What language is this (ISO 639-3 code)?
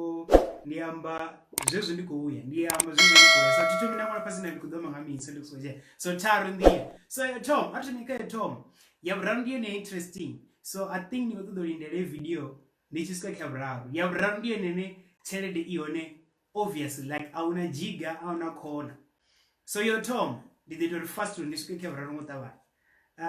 ven